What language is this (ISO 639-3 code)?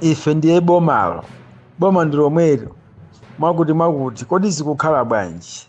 nya